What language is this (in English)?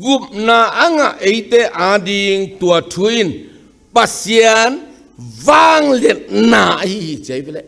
Tedim Chin